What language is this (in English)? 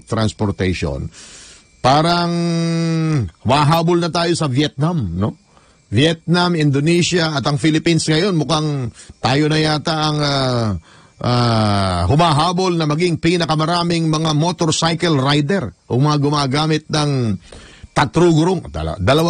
Filipino